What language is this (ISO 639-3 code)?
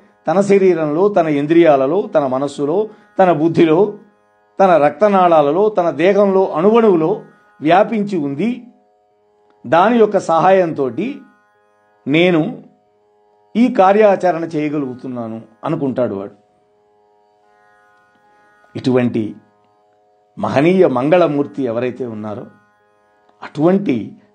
tel